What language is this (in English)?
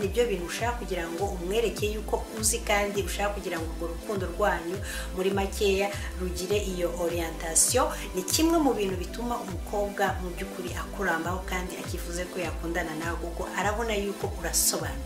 Kinyarwanda